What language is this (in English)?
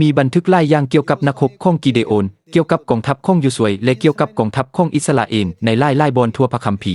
Lao